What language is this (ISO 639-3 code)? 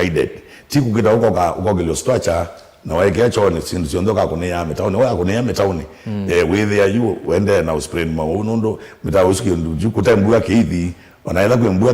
kam